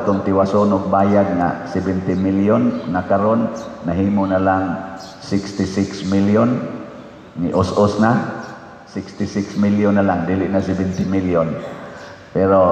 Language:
Cebuano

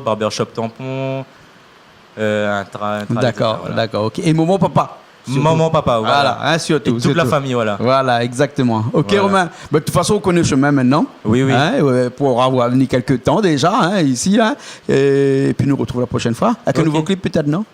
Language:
Réunion Creole French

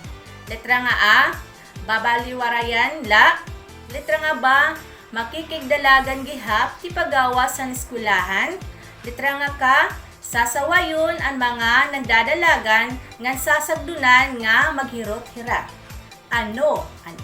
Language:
Waray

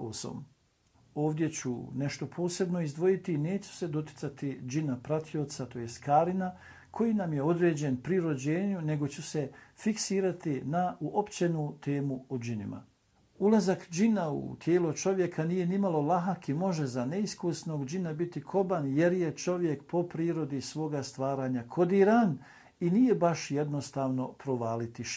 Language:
Bosnian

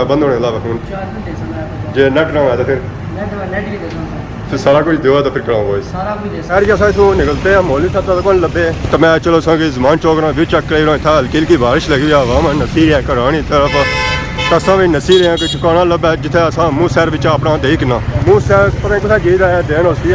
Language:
Pahari-Potwari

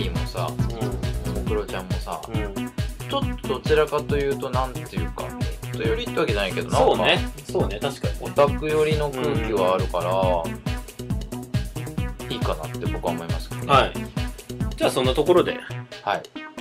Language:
Japanese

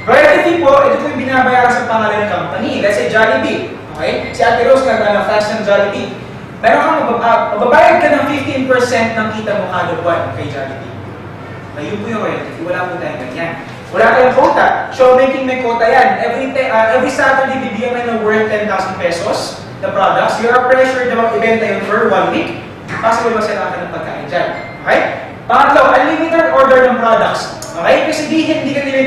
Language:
Filipino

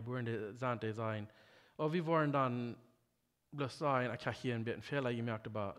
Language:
Plautdietsch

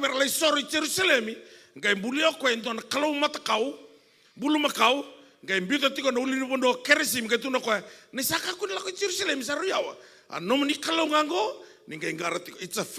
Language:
Fijian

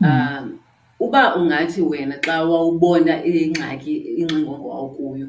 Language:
Xhosa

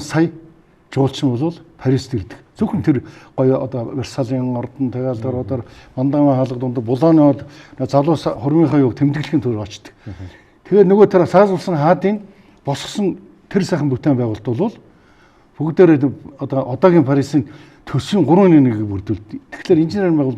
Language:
Mongolian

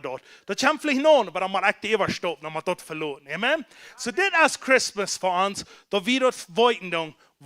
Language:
Plautdietsch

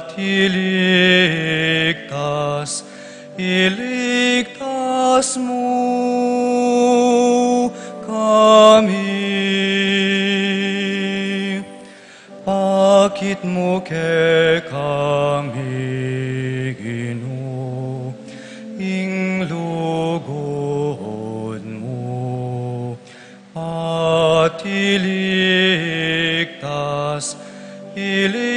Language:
Pampanga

